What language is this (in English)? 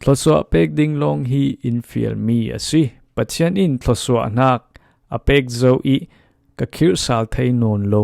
Falam Chin